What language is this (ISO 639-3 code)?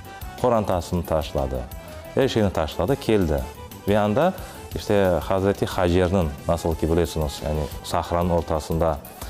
crh